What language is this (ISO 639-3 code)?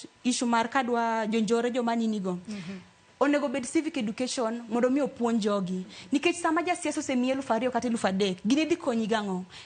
luo